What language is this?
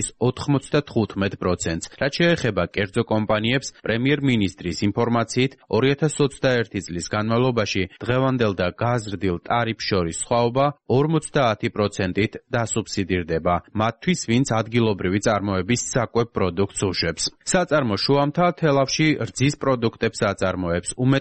Georgian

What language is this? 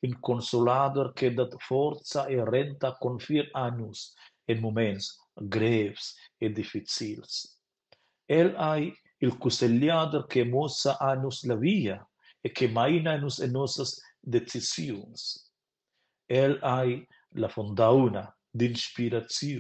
Romansh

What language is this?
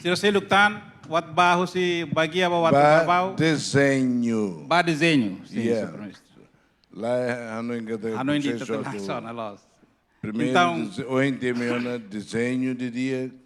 Tetum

